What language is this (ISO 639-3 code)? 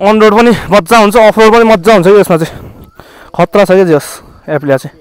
nep